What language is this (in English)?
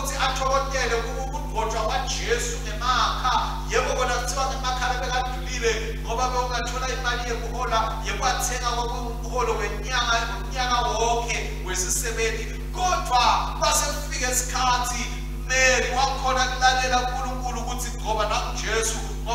Swati